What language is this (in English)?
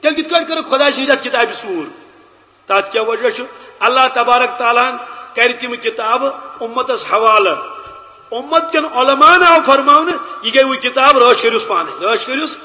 Kashmiri